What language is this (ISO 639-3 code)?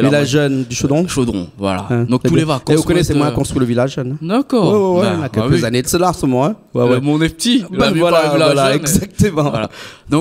rcf